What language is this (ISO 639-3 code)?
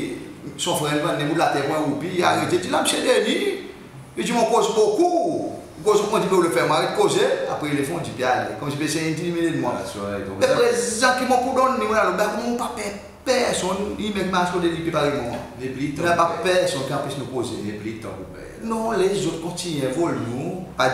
crs